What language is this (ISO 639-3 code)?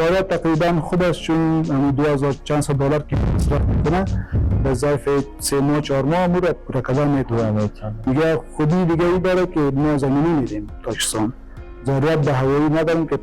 fas